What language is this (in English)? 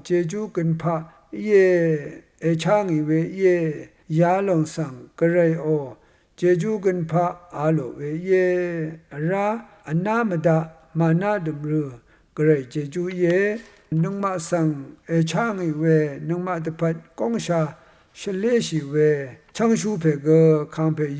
Rawang